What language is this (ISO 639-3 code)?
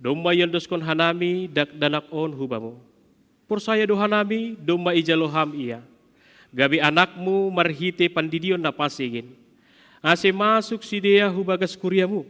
bts